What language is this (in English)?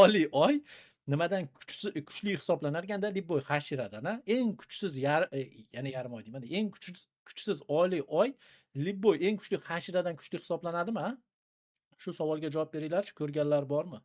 Uzbek